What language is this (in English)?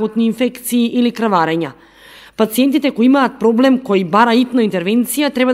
Macedonian